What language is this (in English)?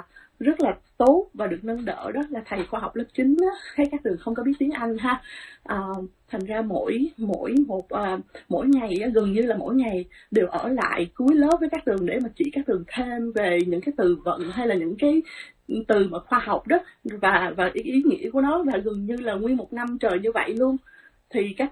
Vietnamese